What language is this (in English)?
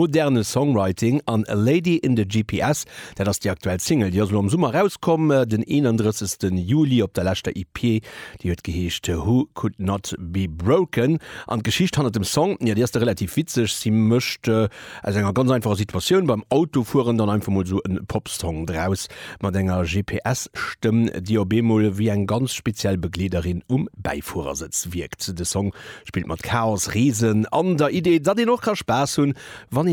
Luxembourgish